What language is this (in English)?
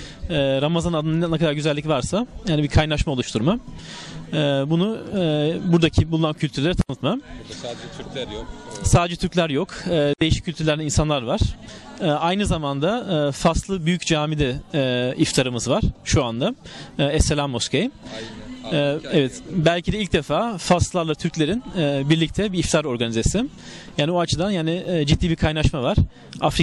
Turkish